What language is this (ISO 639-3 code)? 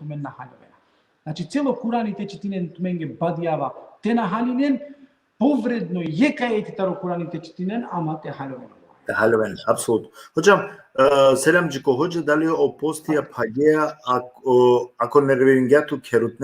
rmn